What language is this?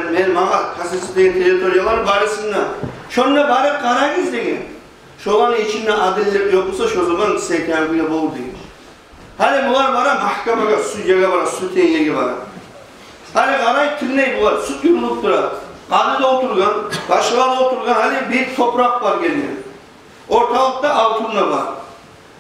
Kumyk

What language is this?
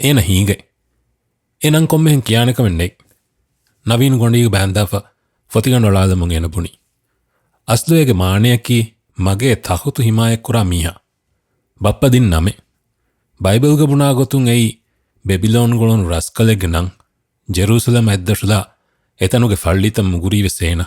Divehi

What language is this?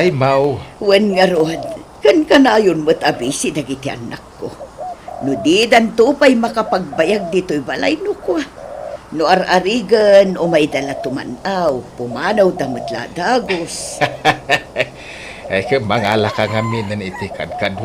Iloko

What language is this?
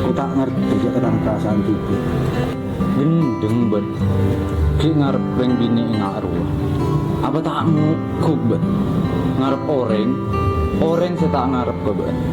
Madurese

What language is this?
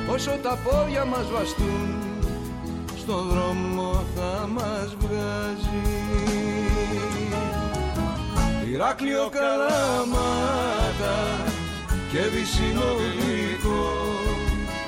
Greek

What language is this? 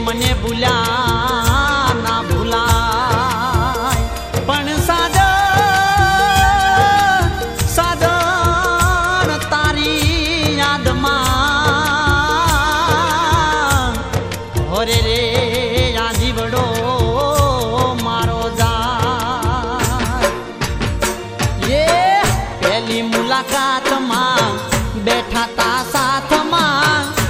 Gujarati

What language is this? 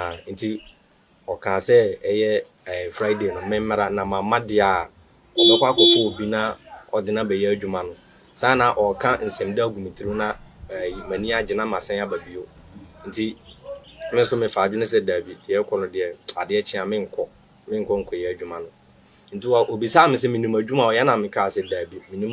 Akan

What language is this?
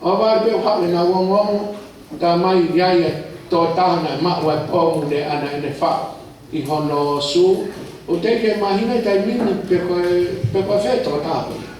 Tongan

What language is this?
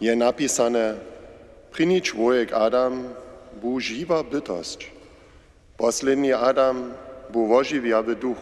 Upper Sorbian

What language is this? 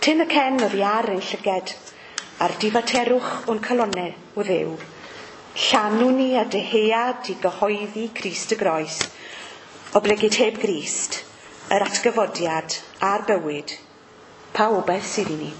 Welsh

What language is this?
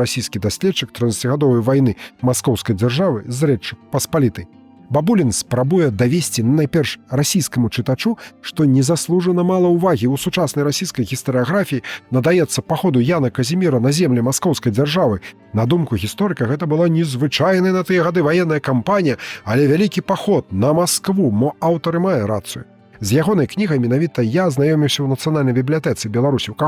Belarusian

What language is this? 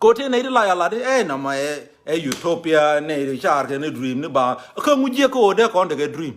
Nuer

